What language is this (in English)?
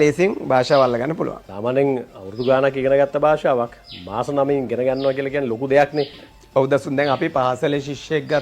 Sinhala